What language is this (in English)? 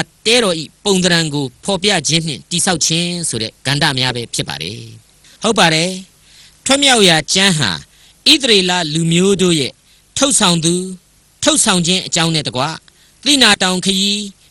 Burmese